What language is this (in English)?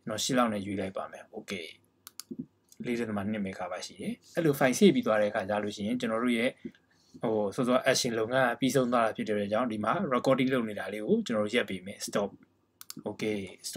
Burmese